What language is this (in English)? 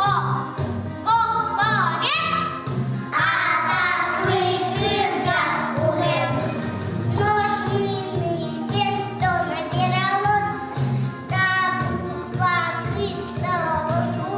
Udmurt